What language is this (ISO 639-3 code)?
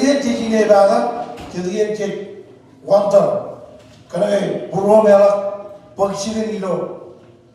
mah